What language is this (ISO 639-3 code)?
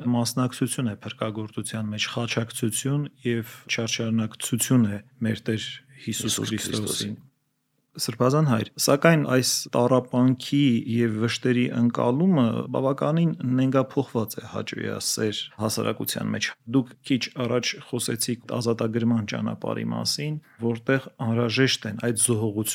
hye